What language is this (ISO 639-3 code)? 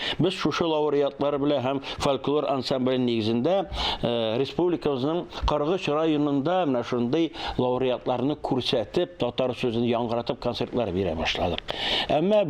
tat